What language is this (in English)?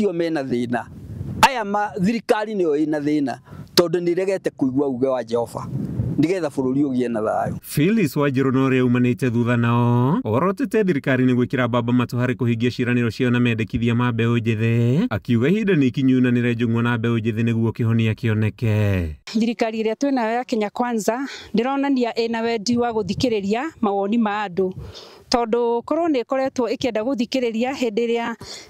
Kikuyu